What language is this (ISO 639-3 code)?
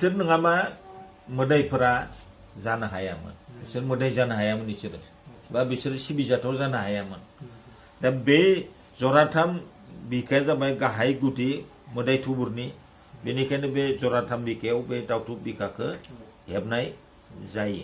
brx